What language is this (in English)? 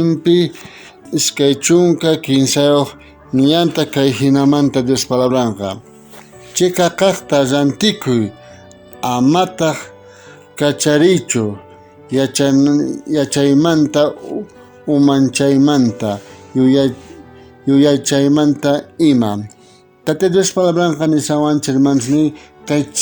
South Bolivian Quechua